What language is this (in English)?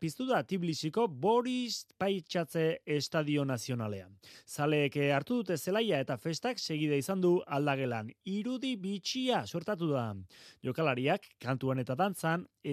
Basque